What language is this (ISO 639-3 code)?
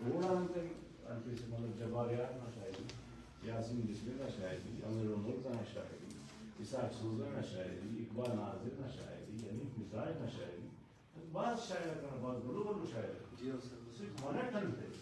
brh